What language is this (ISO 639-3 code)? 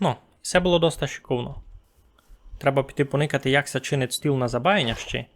rue